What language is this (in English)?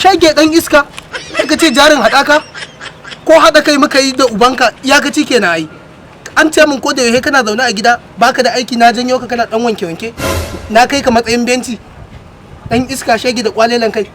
Hausa